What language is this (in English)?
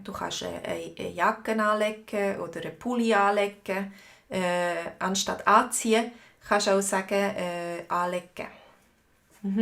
Swiss German